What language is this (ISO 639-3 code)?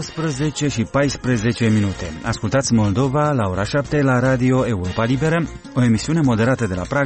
ron